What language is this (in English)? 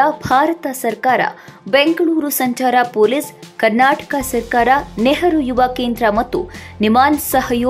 Kannada